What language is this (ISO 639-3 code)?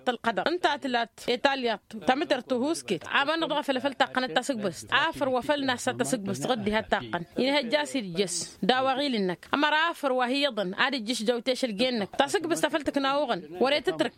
taq